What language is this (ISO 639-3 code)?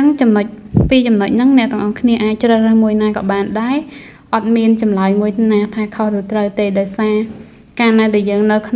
khm